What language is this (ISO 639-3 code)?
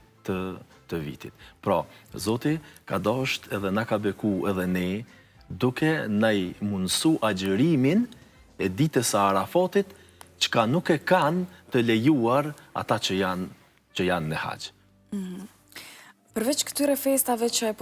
sqi